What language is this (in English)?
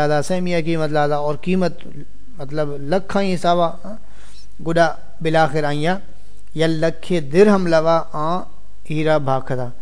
Saraiki